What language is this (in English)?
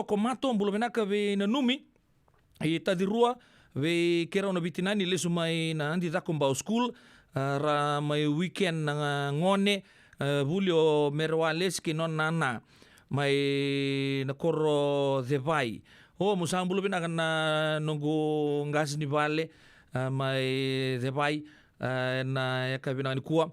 Fijian